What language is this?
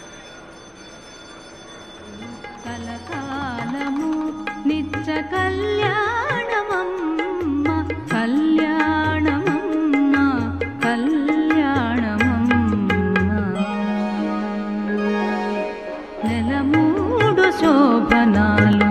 Telugu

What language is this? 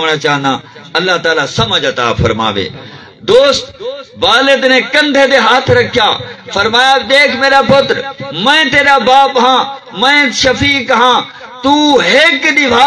Saraiki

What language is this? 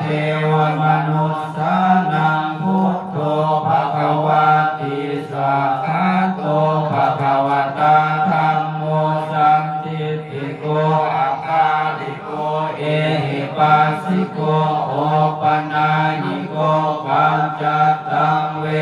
Pali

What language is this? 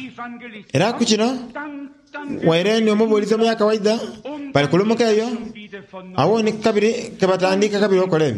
Soga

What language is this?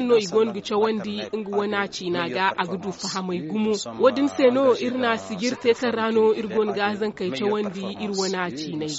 Zarma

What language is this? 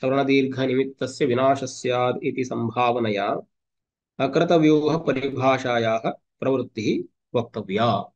Sanskrit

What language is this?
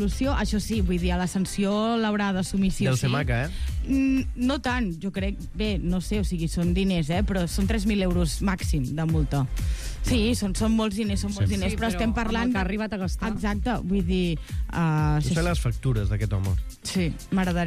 Catalan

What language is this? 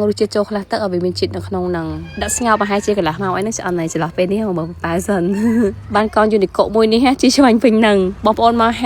Khmer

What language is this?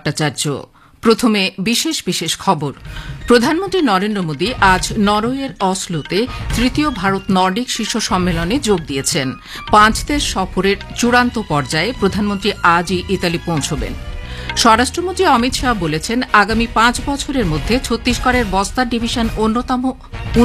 Bangla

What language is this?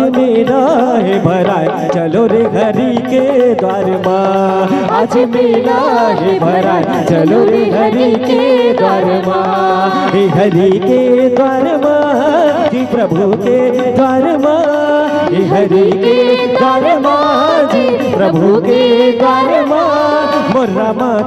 Chhattisgarhi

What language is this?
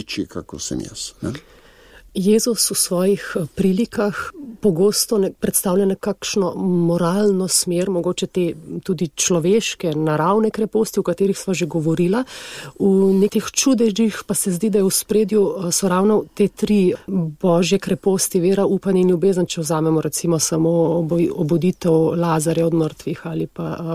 Slovenian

